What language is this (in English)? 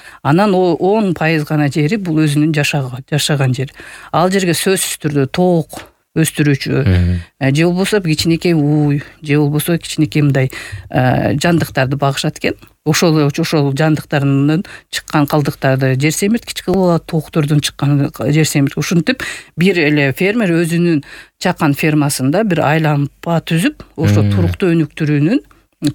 Kyrgyz